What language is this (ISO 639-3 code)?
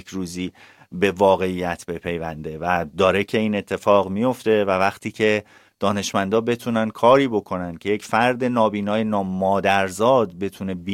fas